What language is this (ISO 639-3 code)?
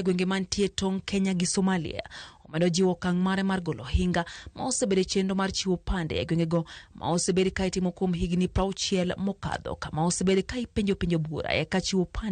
luo